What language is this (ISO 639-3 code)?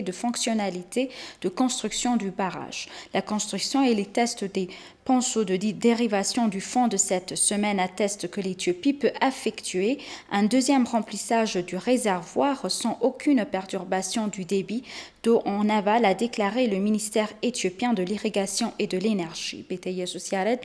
fra